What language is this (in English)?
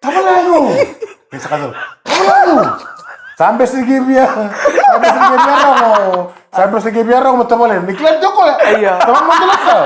Fijian